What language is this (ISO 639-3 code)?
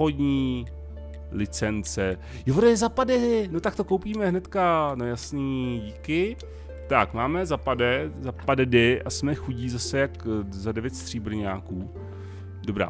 ces